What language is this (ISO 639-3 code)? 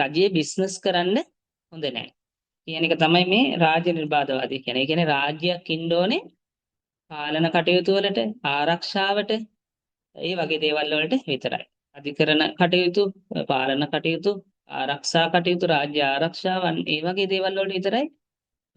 sin